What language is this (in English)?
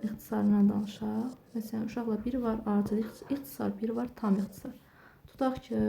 Azerbaijani